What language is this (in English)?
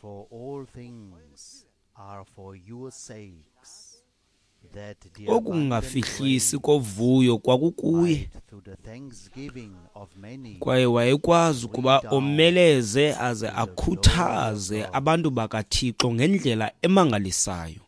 Xhosa